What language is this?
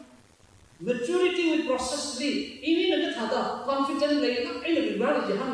Tangkhul Naga (India)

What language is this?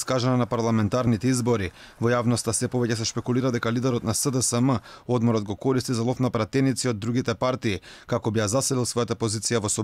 Macedonian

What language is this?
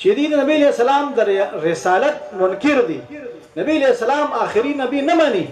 Pashto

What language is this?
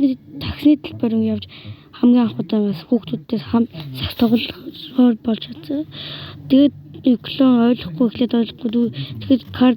Mongolian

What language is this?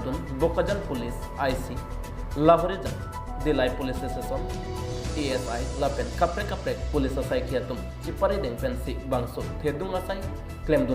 Karbi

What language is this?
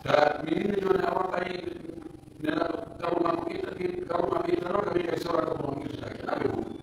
Pular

